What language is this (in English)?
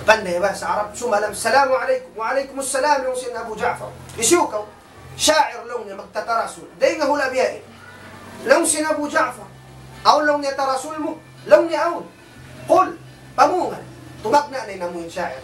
Tausug